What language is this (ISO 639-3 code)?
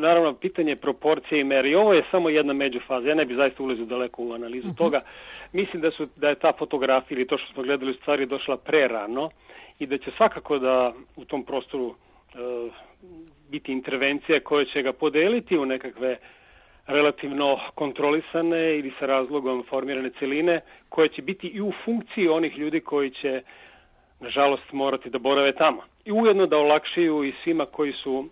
srp